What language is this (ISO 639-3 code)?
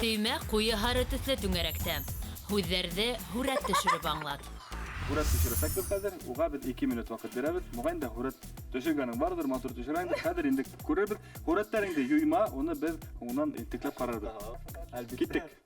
bak